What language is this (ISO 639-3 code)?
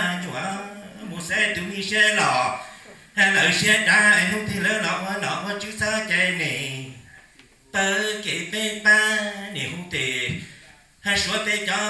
hmn